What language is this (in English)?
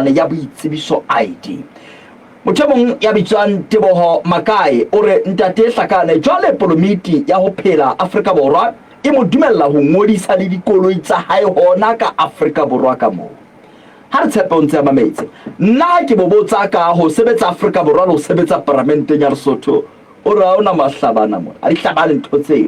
Southern Sotho